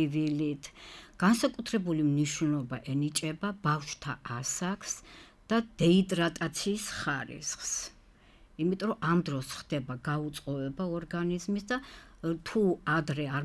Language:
Georgian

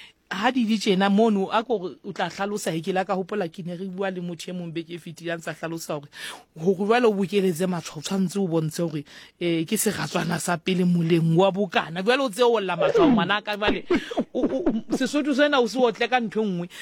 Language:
Southern Sotho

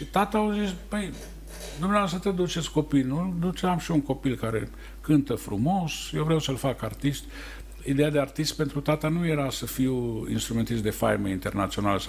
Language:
Romanian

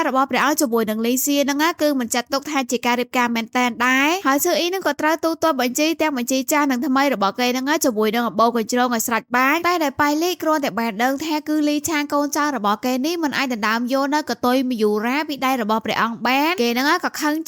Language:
Khmer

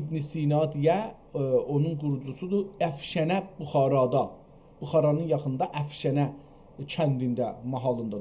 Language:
South Azerbaijani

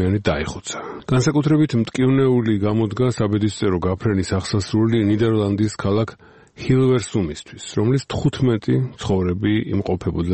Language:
Georgian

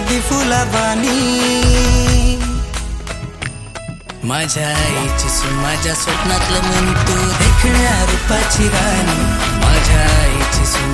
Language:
Marathi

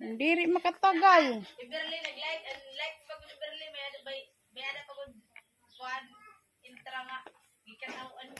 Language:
Waray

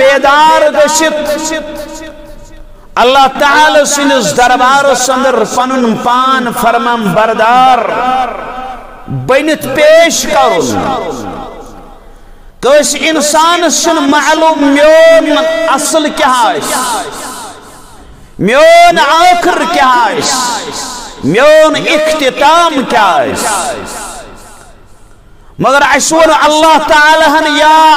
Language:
Kashmiri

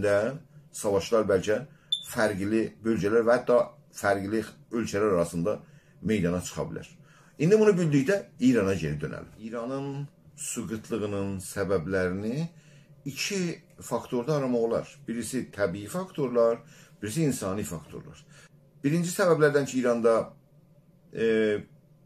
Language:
South Azerbaijani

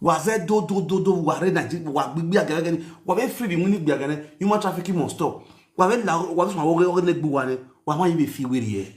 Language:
Nigerian Pidgin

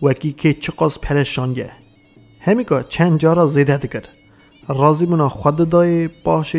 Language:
Kurdish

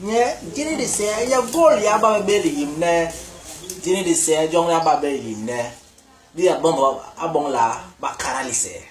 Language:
Basaa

